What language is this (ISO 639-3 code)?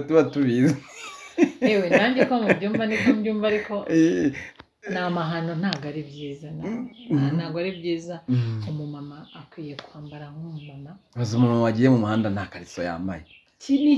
kin